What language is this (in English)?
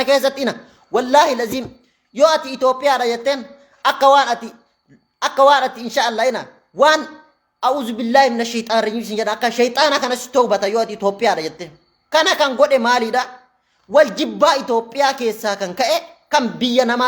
Oromo